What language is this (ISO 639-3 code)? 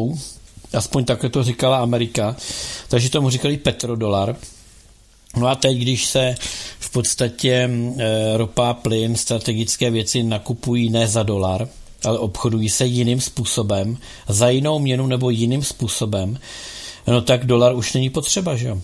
ces